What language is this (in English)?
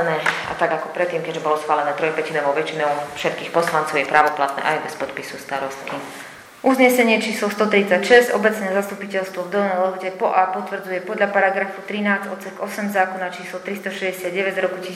Slovak